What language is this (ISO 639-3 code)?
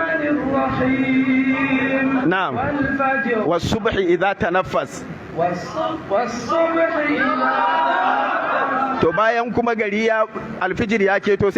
hau